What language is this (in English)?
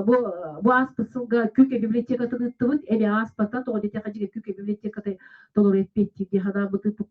Yakut